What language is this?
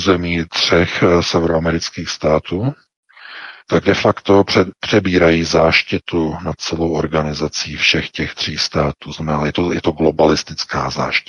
Czech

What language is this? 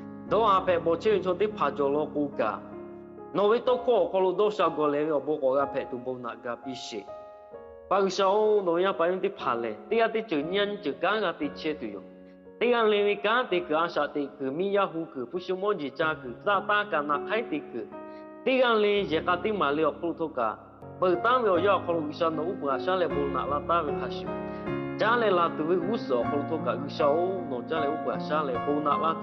Lahu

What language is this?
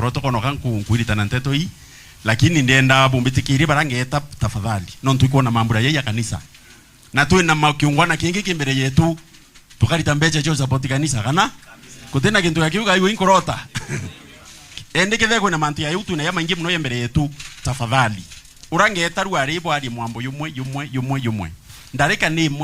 Meru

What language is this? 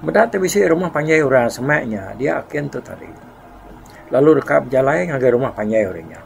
Iban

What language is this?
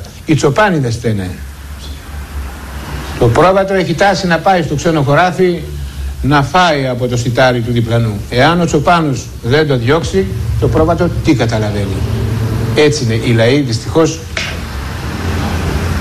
Greek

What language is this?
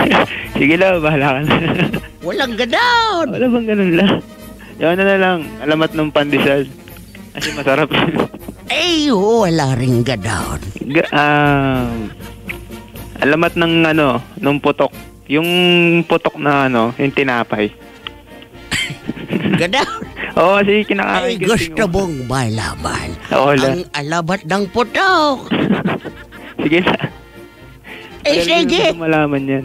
Filipino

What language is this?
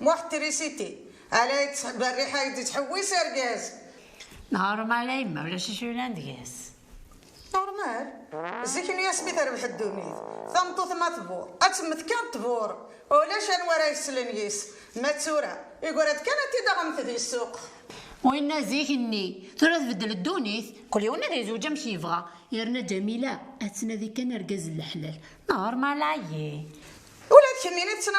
Kabyle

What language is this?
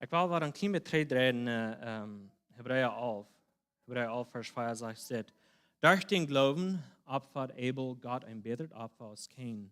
Plautdietsch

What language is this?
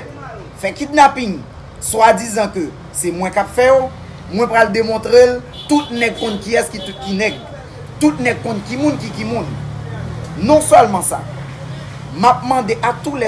Haitian Creole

